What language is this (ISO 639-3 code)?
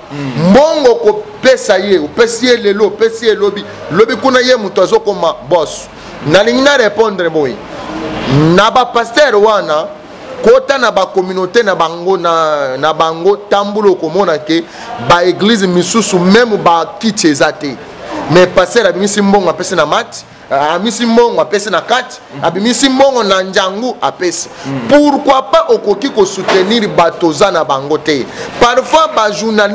lin